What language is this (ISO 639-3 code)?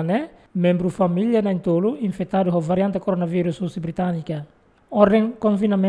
tet